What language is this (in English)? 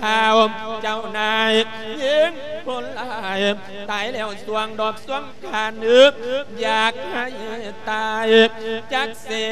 Lao